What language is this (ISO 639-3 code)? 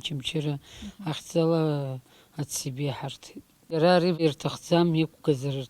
abk